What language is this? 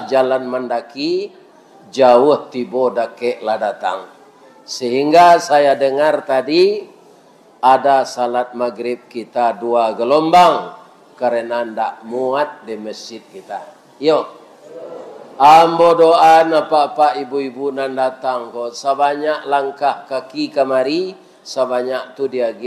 Minangkabau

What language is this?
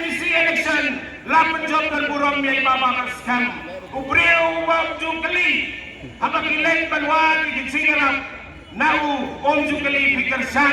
Khasi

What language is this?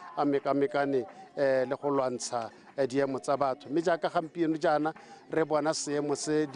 Tswana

